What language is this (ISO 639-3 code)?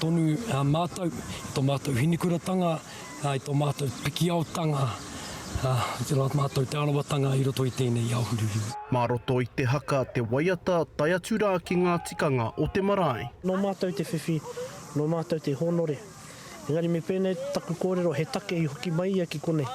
mri